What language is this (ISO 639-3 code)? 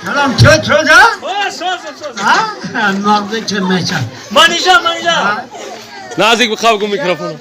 tgk